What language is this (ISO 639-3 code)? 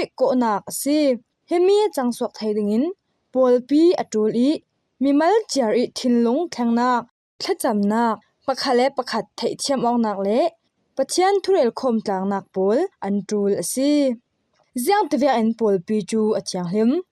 cfm